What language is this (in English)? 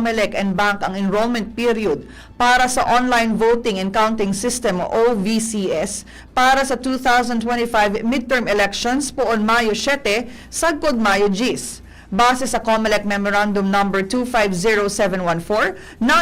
Bikol